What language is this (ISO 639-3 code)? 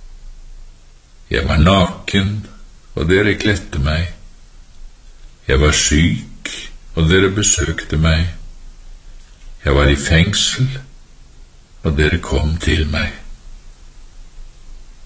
nor